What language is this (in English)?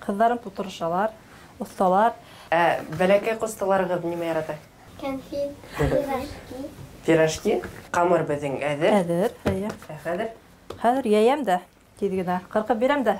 Bashkir